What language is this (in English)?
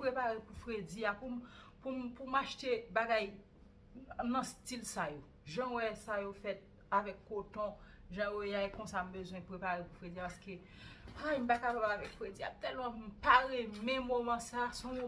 Haitian Creole